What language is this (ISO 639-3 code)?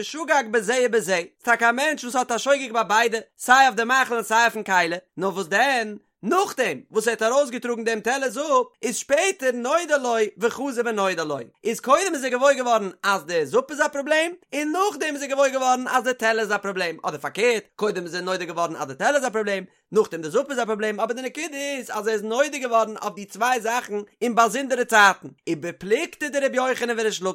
yid